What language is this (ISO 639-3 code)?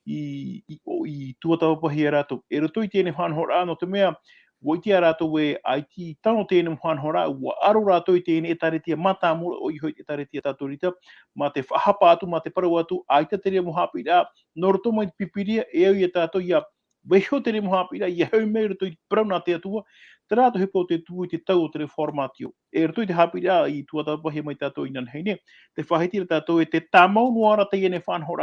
tah